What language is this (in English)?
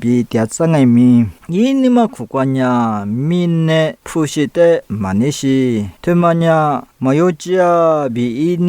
Lisu